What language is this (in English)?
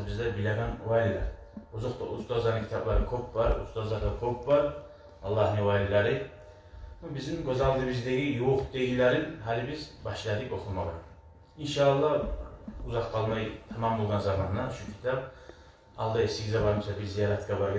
Kumyk